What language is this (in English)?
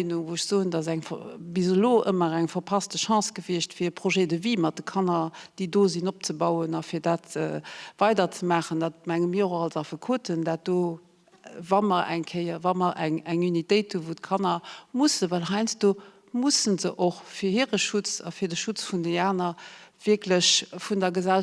Luxembourgish